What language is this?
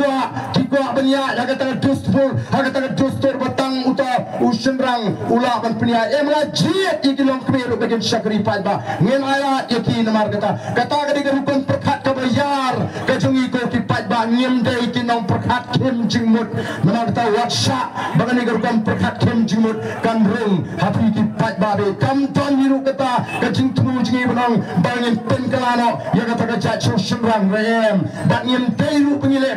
Khasi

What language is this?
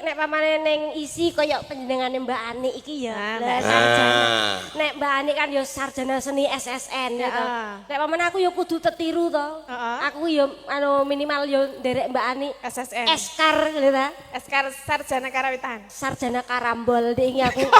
Javanese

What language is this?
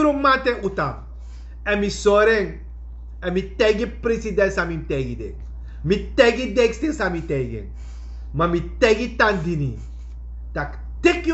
Sranan Tongo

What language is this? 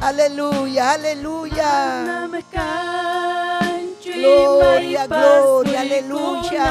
Ayacucho Quechua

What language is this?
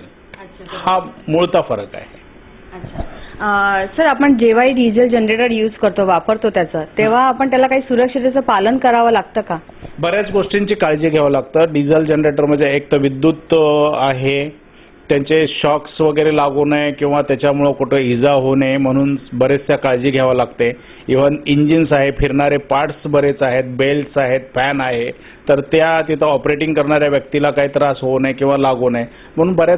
Marathi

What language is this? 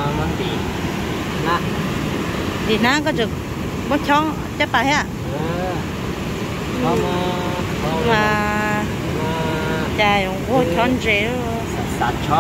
Vietnamese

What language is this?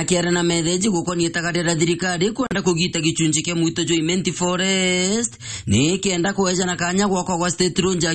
Meru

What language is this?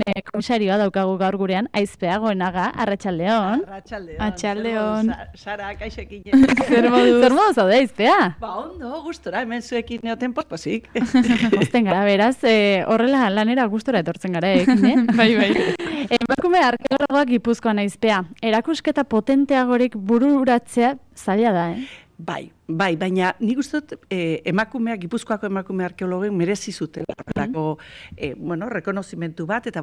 Basque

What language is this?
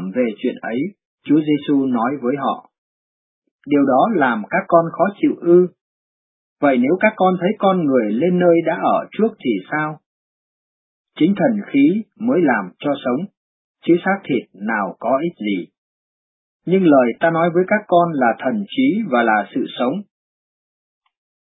Vietnamese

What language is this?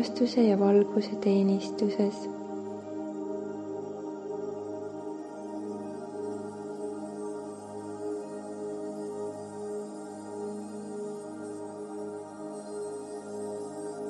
Estonian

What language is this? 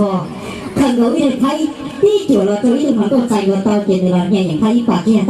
Hmong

